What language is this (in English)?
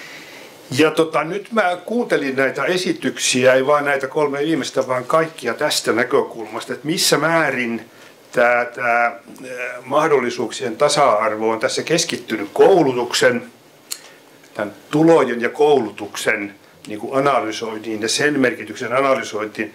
Finnish